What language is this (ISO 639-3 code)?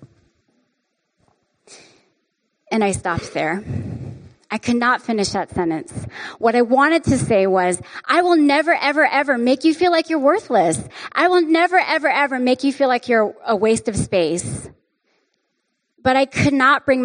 eng